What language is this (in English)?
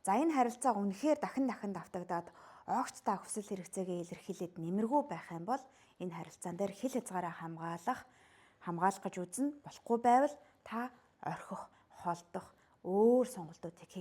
Mongolian